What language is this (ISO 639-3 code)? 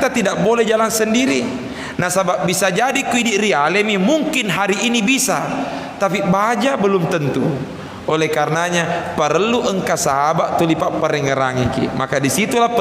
bug